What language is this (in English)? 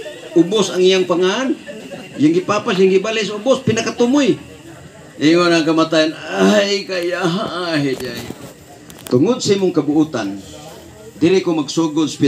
Cebuano